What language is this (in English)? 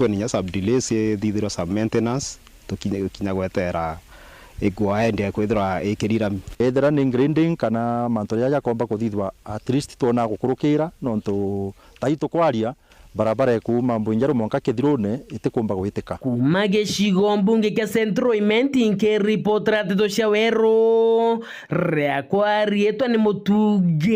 Meru